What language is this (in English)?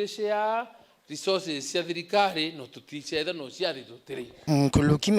Meru